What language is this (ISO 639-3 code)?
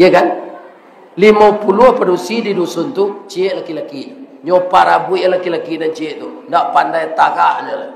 min